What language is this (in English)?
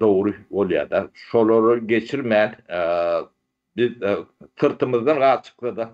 Turkmen